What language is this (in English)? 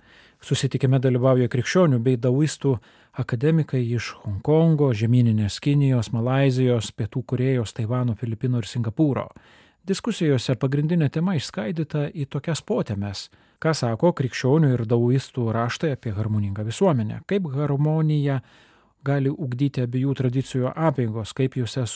Lithuanian